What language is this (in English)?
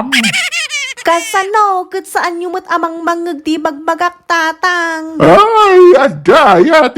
Iloko